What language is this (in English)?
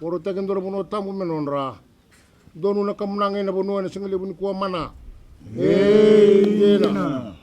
Fijian